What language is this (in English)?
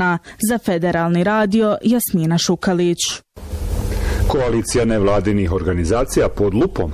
Bosnian